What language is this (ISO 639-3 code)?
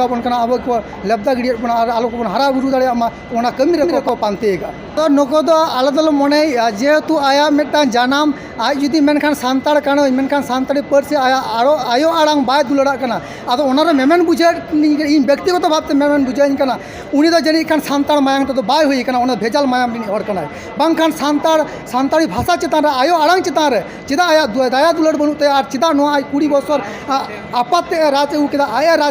sat